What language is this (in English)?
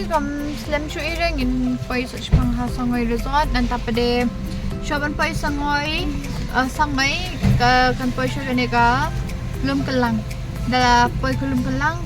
Khasi